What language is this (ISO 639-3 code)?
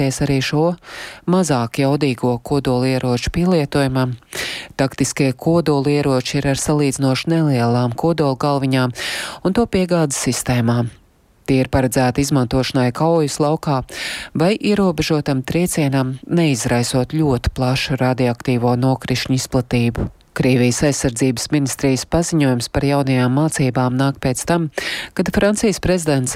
lav